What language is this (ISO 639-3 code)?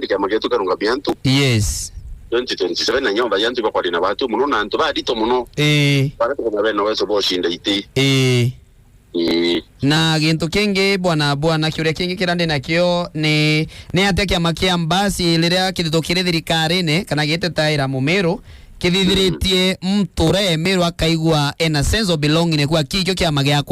mer